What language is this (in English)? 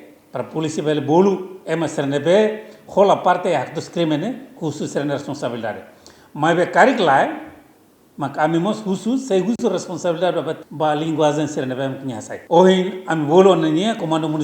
Tetum